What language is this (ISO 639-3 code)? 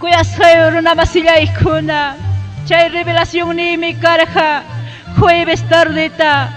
quy